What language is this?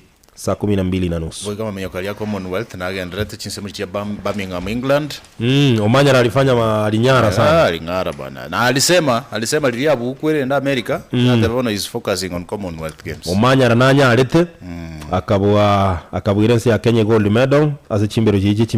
Gusii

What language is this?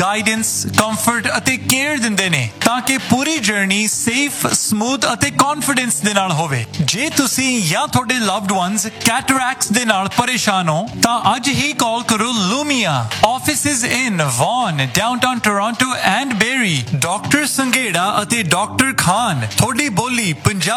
Punjabi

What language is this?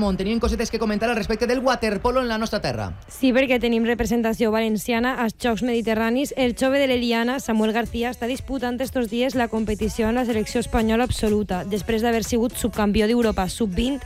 Catalan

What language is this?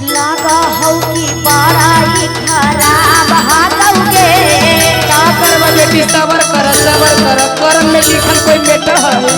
Magahi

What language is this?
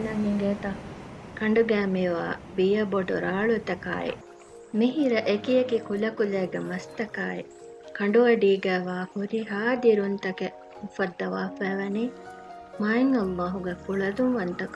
Divehi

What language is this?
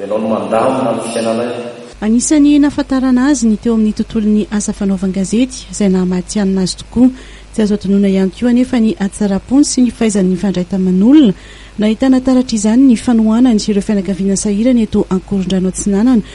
Malagasy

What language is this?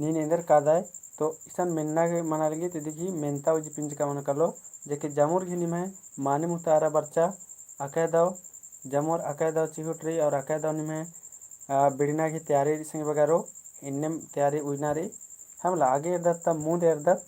Kurukh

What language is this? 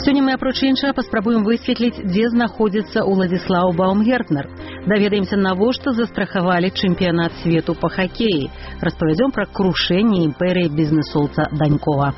Belarusian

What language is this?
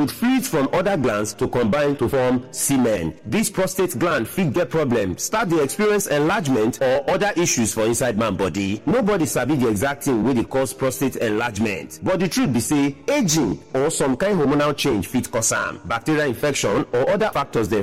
Nigerian Pidgin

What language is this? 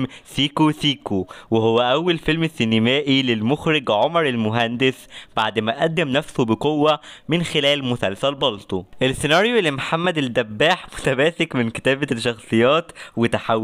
Egyptian Arabic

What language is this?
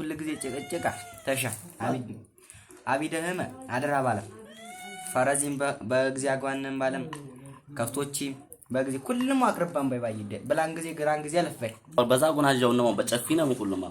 Amharic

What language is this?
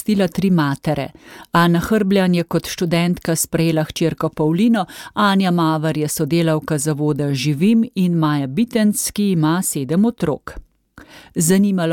Slovenian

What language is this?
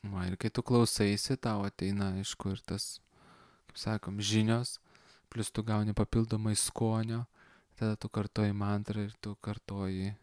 Lithuanian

